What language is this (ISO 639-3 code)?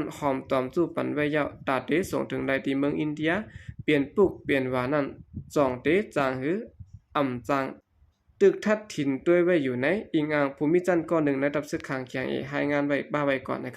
shn